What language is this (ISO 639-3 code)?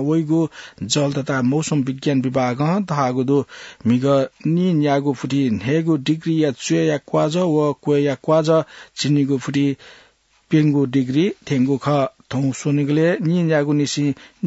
new